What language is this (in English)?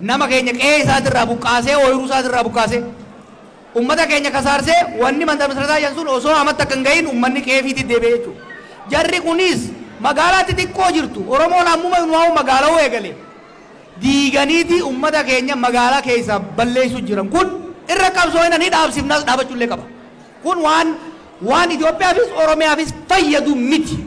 Oromo